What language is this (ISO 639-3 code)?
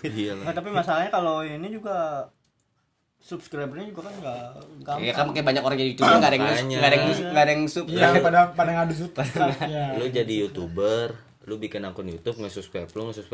ind